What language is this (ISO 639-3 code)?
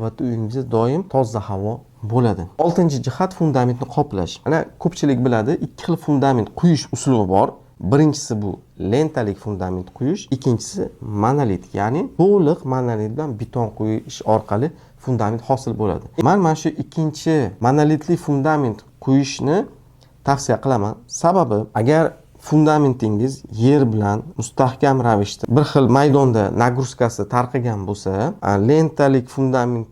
uzb